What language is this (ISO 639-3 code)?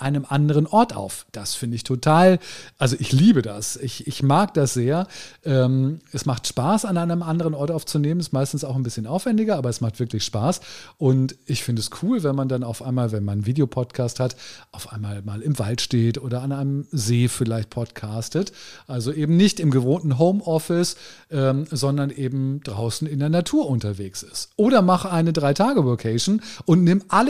deu